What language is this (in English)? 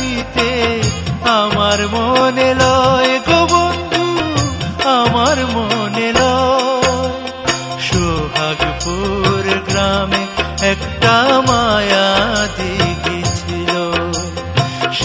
Bangla